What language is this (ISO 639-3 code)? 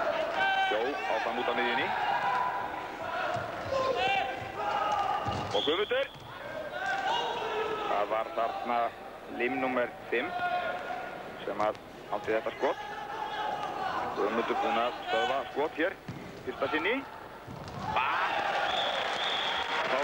isl